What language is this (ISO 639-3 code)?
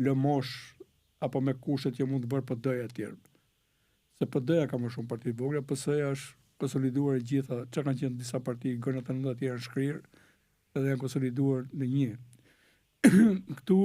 sqi